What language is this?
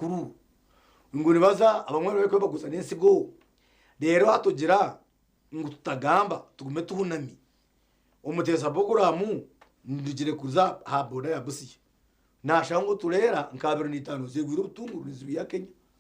Nyankole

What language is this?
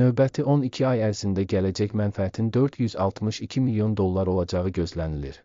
Azerbaijani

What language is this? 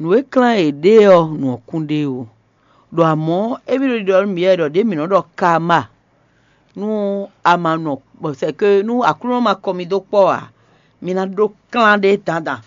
Fon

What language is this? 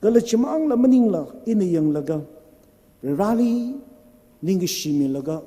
Tangkhul Naga (India)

